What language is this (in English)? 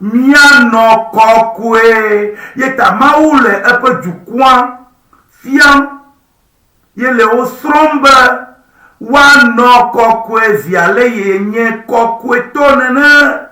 Ewe